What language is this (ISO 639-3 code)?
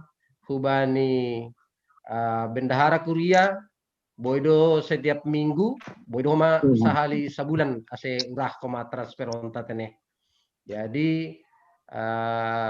bts